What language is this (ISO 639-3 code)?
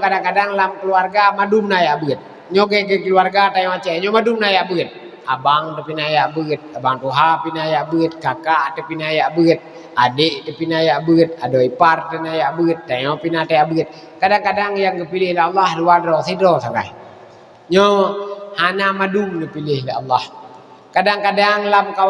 ace